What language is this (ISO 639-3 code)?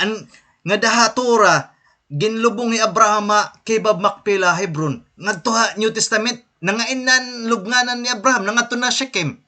war